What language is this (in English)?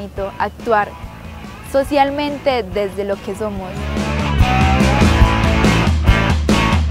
Spanish